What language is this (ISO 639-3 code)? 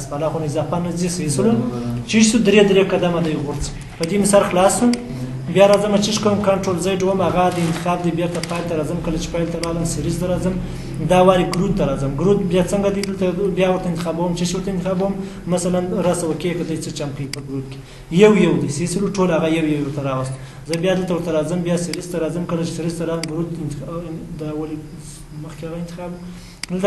pus